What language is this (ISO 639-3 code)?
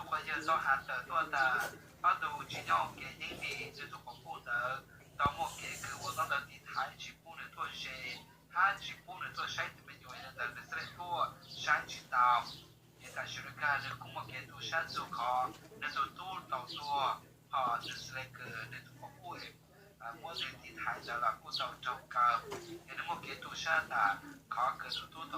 hmn